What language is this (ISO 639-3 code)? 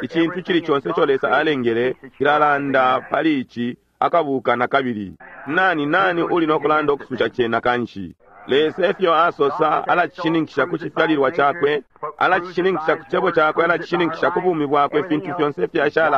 bem